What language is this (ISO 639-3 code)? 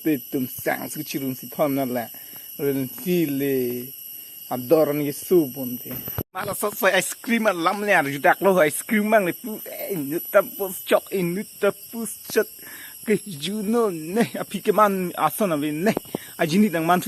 mjw